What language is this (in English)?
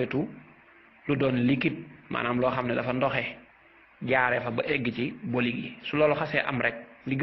Wolof